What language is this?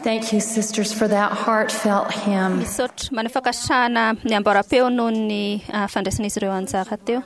Malagasy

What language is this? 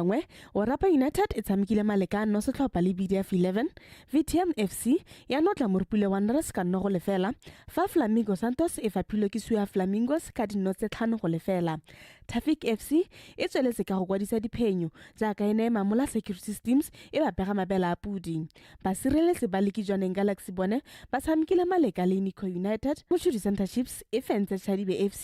Tswana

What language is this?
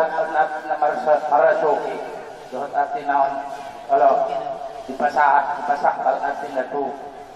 Batak Angkola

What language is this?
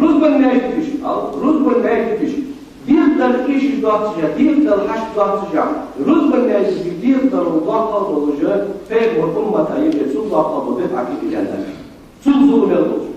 Ingush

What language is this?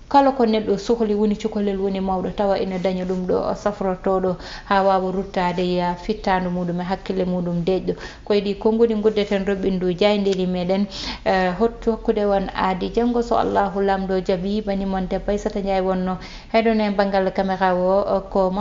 Fula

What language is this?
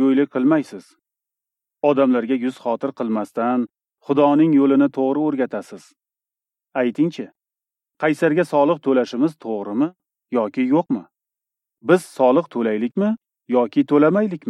Uzbek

